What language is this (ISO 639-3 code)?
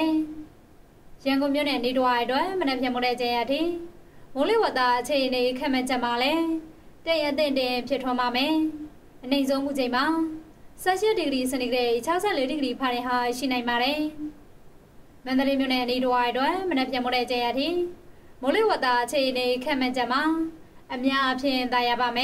mya